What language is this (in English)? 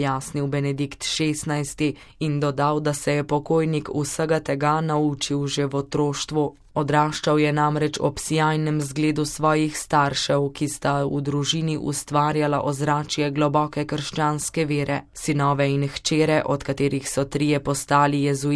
Slovenian